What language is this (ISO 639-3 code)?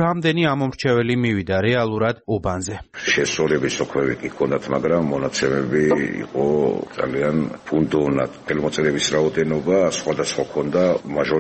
kat